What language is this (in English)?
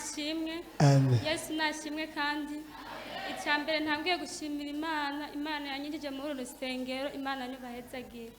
Rundi